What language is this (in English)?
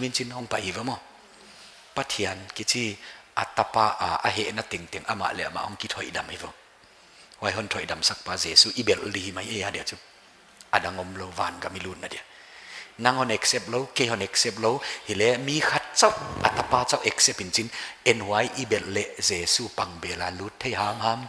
Paite Chin